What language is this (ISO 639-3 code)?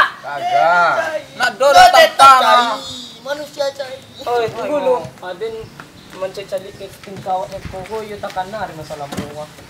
min